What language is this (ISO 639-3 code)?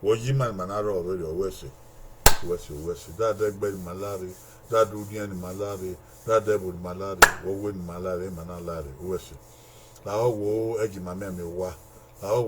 bin